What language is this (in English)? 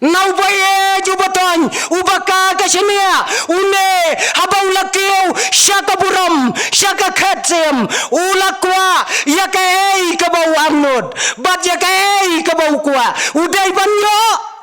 Khasi